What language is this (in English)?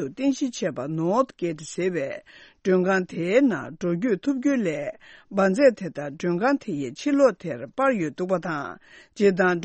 Tibetan